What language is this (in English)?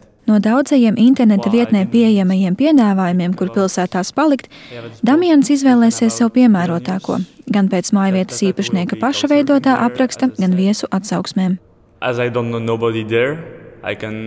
Latvian